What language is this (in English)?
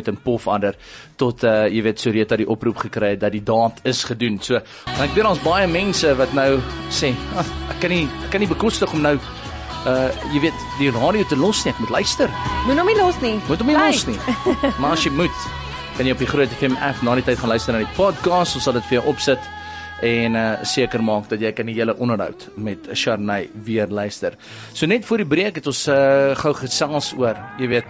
Afrikaans